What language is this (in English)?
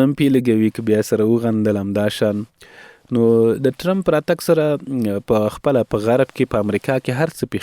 Pashto